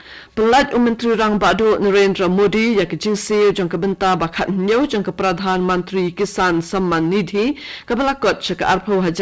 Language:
Khasi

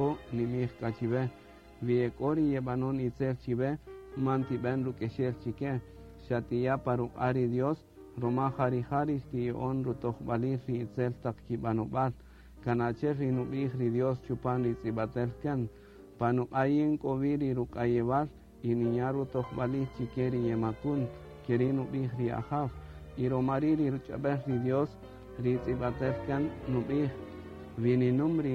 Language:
Kaqchikel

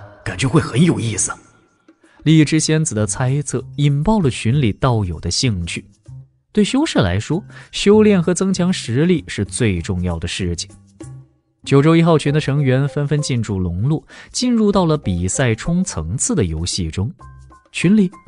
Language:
Chinese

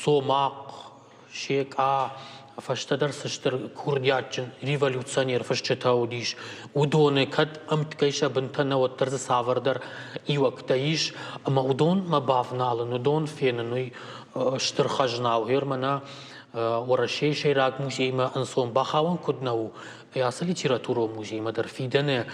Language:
Ossetic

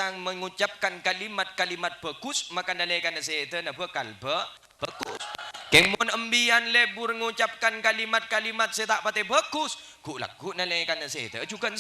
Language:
Madurese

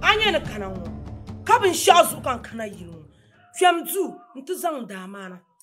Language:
Dagbani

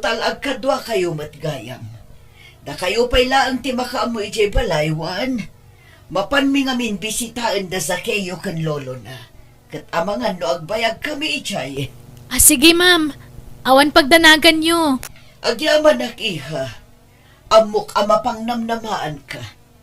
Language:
Iloko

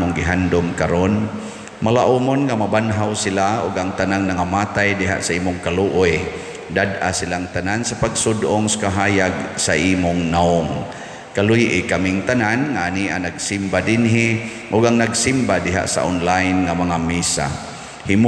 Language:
Cebuano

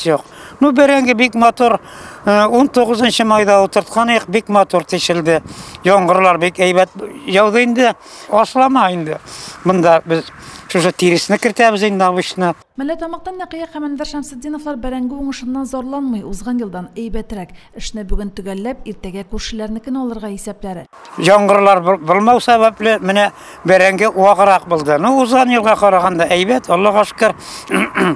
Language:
Tatar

